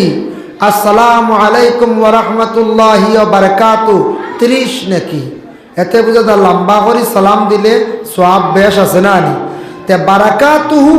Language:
Sylheti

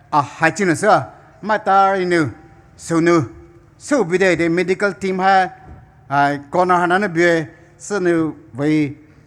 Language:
Poumei Naga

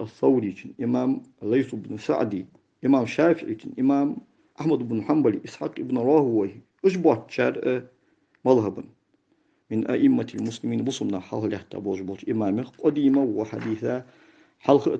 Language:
Ingush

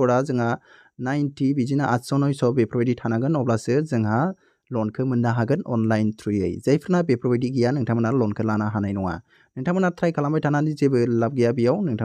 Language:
Bodo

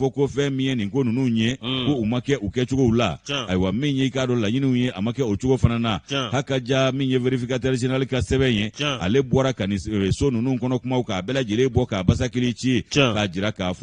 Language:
Bambara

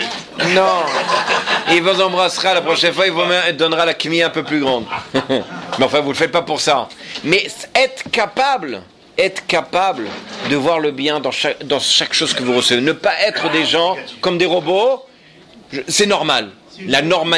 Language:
French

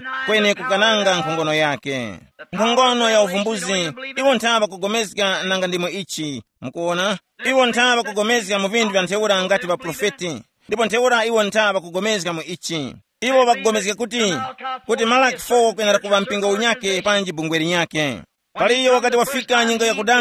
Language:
Tumbuka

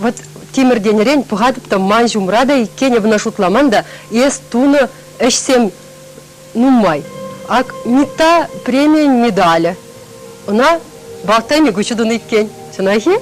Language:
Chuvash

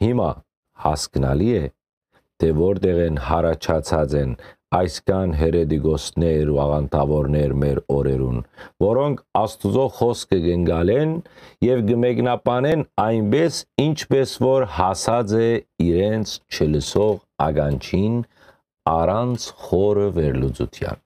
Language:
Western Armenian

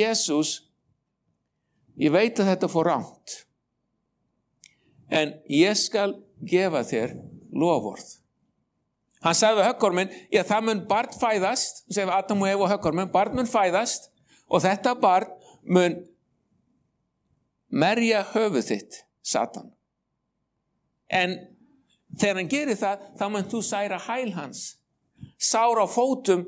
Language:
Icelandic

